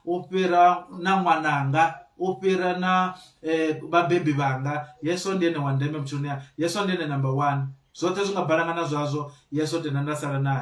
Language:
Venda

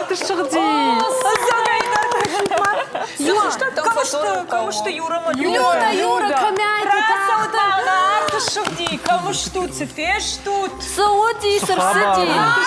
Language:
Ossetic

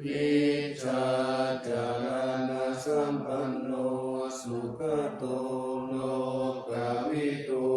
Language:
Pali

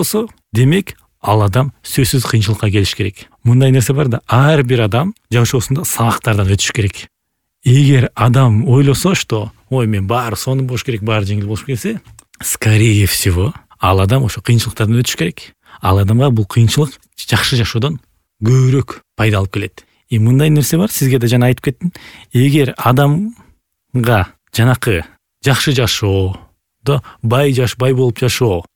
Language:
Kyrgyz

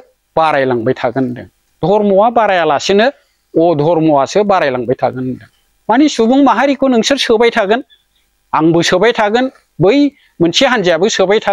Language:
Bodo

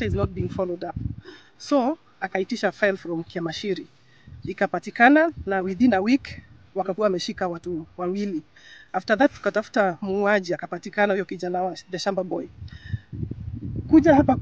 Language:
Swahili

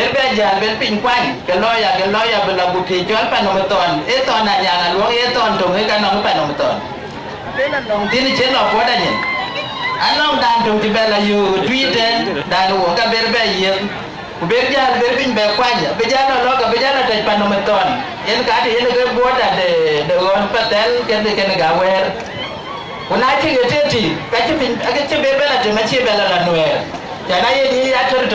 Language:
Dinka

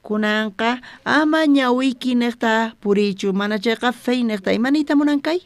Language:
South Bolivian Quechua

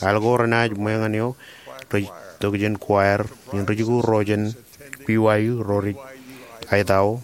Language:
Marshallese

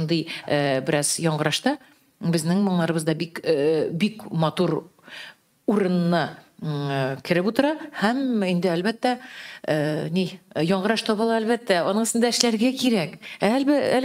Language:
Tatar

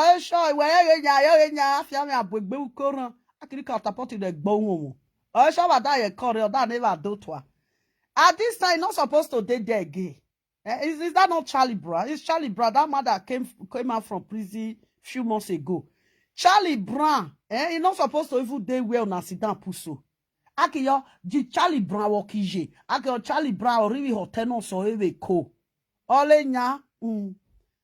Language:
Nigerian Pidgin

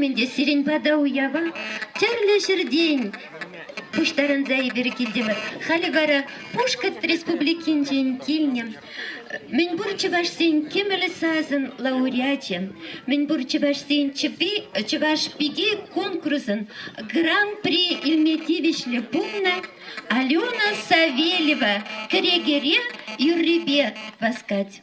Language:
Chuvash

